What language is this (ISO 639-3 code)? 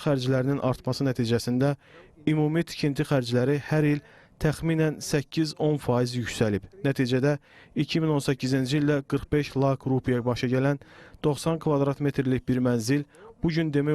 aze